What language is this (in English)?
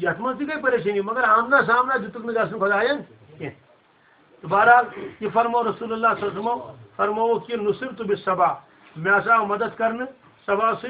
Kashmiri